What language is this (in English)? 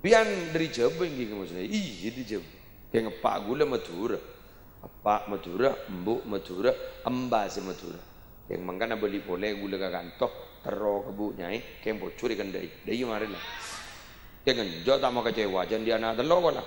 Madurese